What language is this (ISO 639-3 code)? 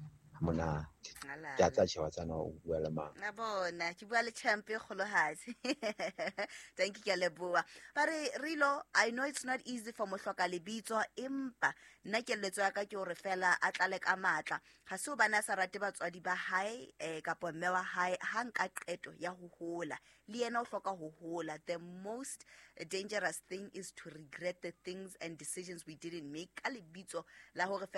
sot